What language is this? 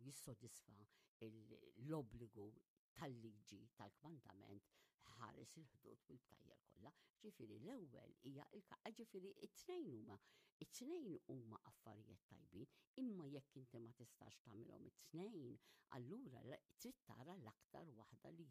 Maltese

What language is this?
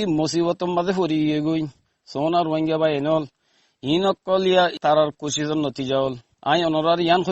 Rohingya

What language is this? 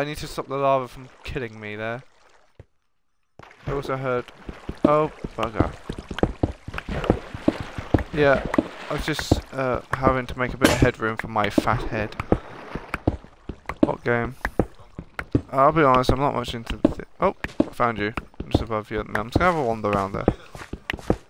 English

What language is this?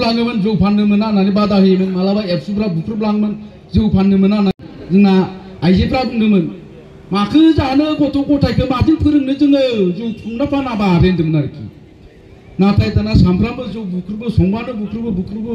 Bodo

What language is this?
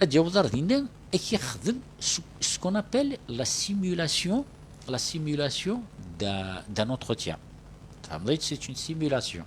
Kabyle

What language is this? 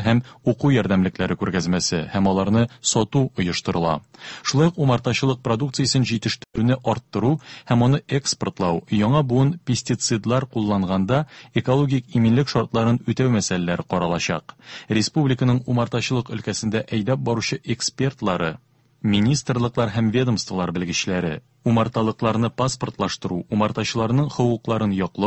Tatar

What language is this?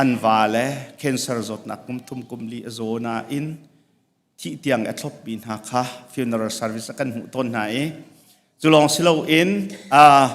Hakha Chin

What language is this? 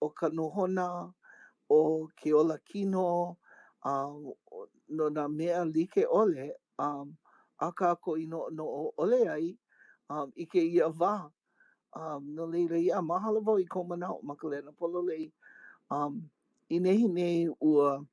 Hawaiian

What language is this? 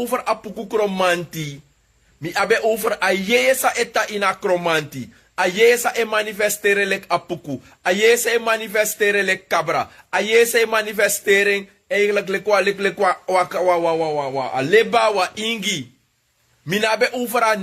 Sranan Tongo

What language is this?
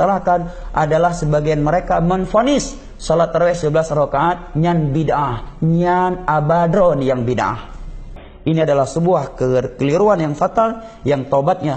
Achinese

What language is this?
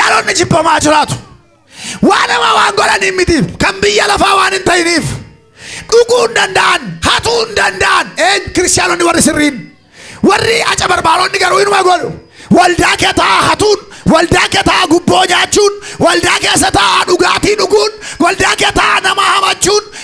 Oromo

